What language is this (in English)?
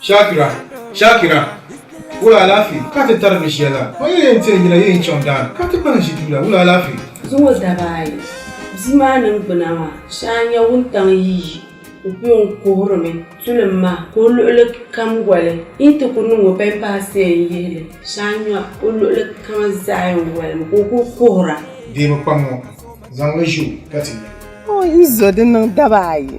Dagbani